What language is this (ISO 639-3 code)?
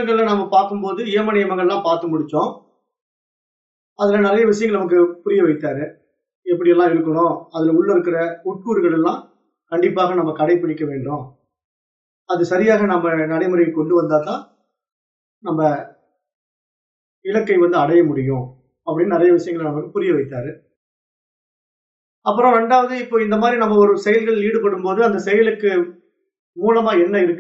tam